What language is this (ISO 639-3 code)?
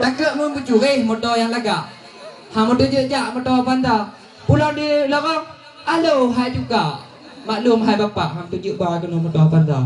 ace